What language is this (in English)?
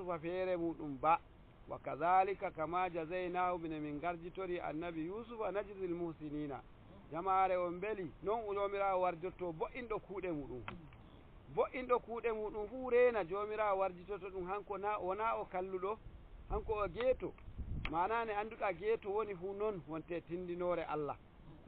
Nigerian Fulfulde